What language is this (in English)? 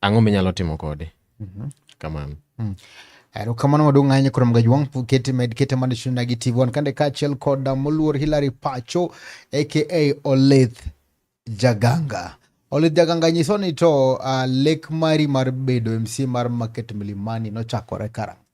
Luo (Kenya and Tanzania)